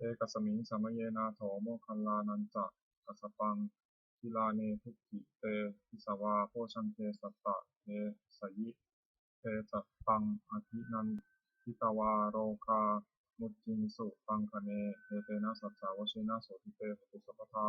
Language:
Pali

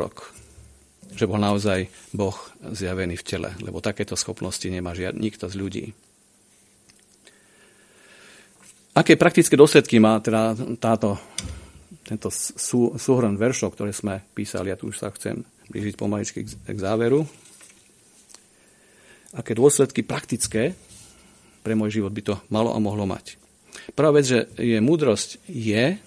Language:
Slovak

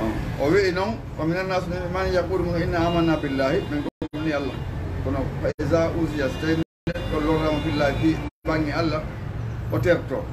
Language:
Fula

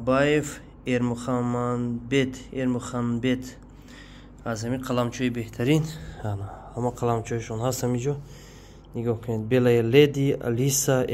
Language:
Tajik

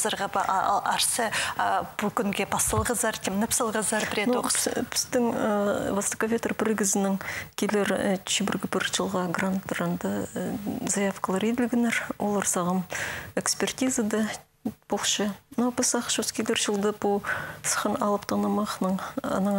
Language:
Khakas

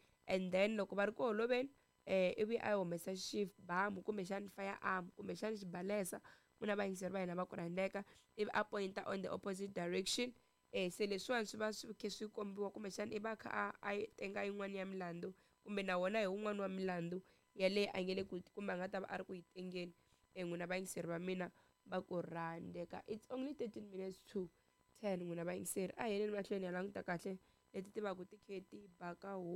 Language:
Tsonga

